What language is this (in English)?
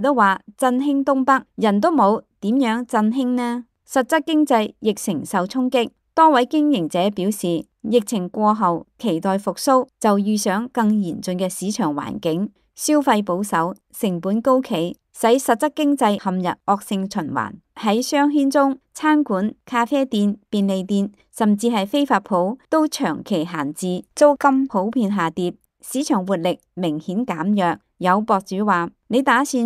Cantonese